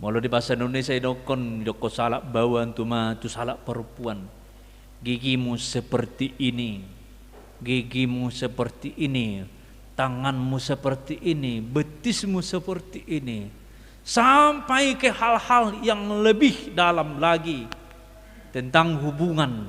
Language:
Batak Toba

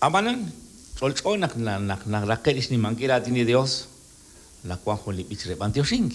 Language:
Kekchí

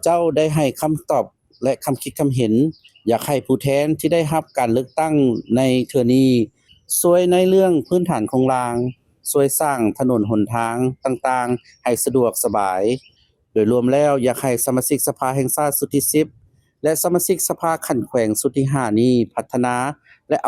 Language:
Lao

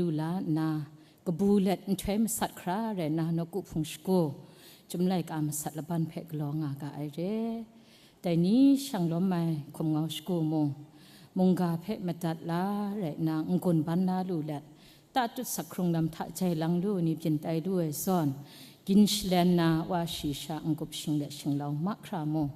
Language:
Kachin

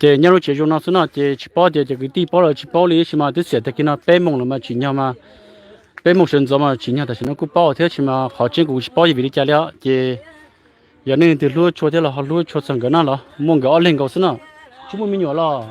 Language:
Hmong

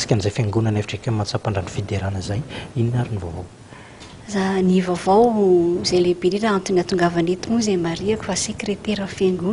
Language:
Malagasy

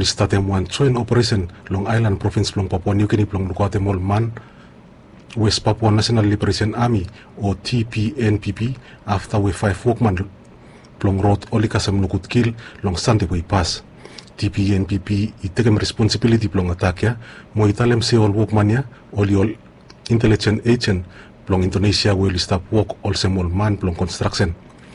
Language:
Bislama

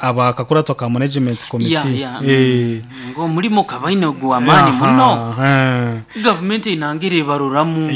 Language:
Nyoro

